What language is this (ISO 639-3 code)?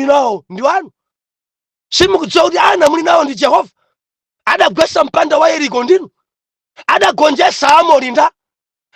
nya